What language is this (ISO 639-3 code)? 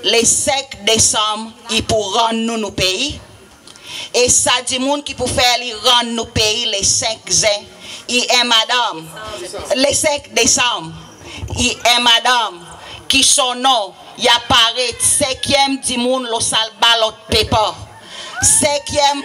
crs